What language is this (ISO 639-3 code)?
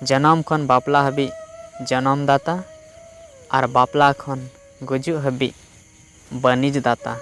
sat